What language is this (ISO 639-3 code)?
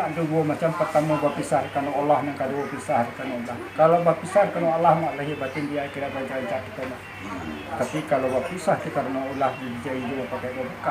min